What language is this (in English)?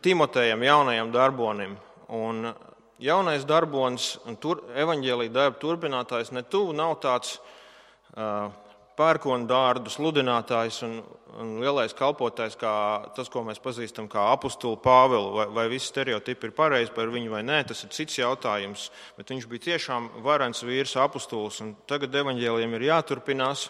Latvian